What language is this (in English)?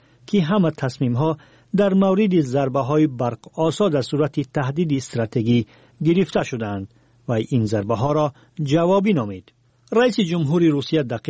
Persian